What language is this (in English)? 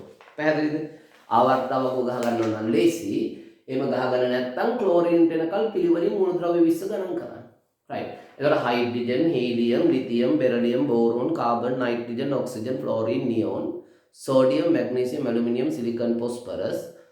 Sinhala